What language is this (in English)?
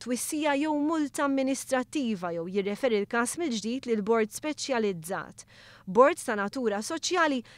Maltese